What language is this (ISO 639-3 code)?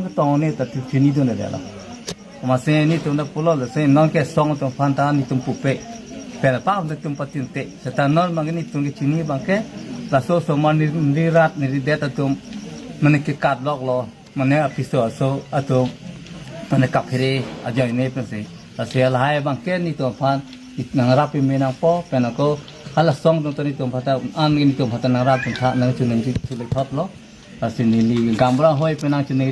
mjw